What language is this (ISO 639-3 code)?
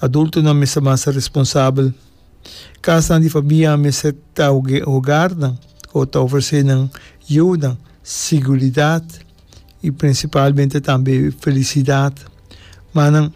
pap